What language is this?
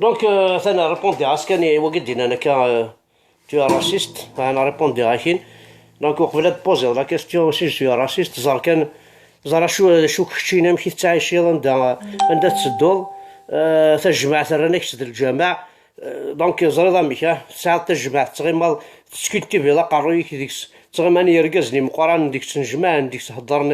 Kabyle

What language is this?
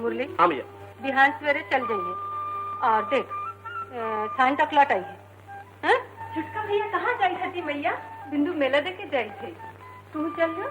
Magahi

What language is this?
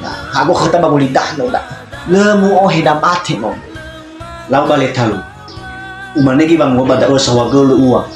Nias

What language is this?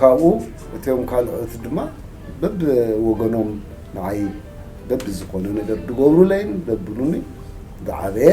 Tigrinya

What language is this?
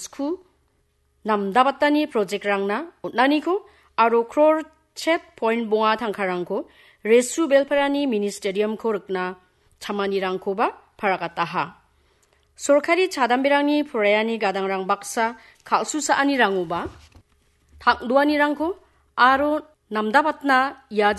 Garo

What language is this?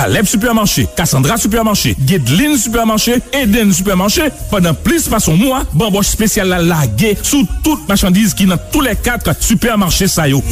Haitian Creole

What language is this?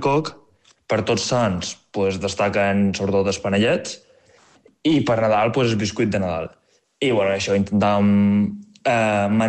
Catalan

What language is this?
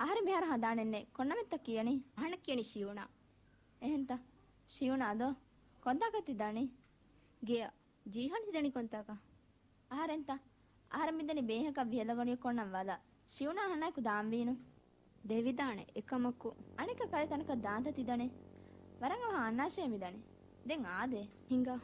Divehi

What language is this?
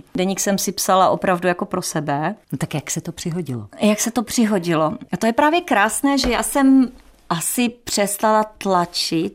Czech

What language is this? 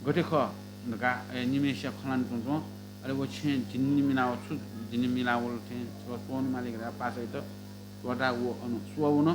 Newari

